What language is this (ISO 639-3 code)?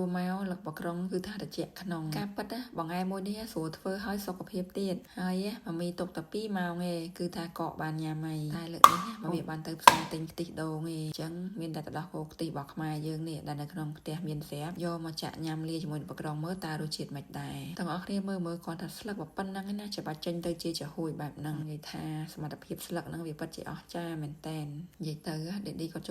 khm